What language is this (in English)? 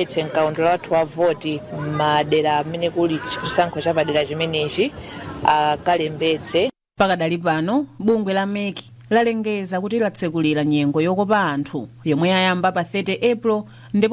Nyanja